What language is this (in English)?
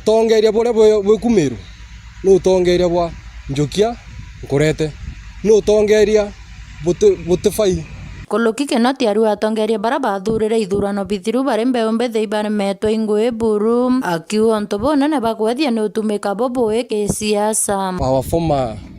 Meru